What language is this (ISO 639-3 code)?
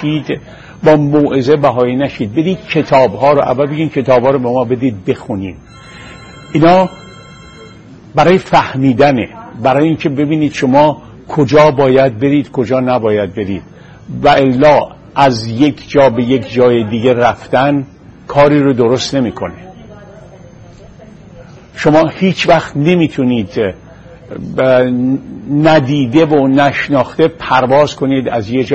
fas